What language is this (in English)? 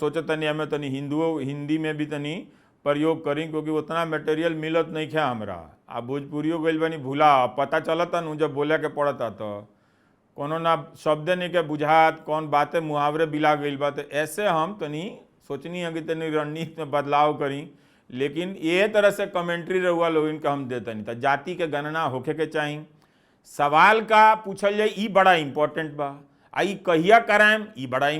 Bhojpuri